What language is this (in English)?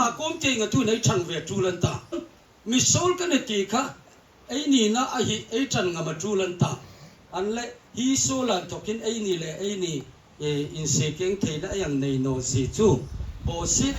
Hmar